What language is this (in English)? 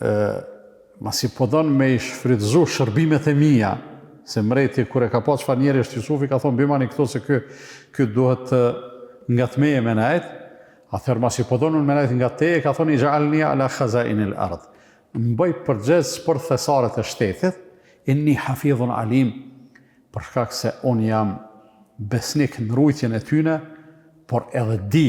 Albanian